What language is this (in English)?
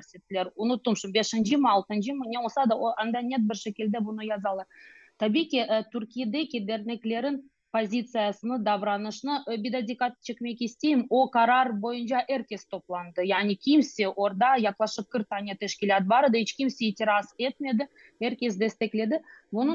Crimean Tatar